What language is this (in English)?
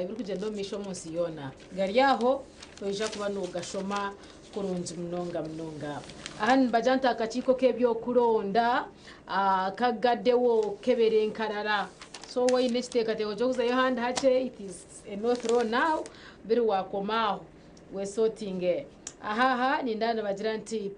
Nyankole